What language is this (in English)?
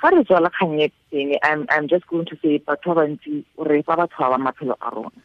Tswana